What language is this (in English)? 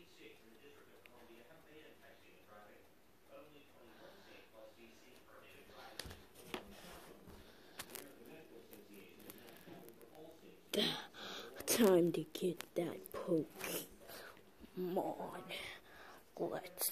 English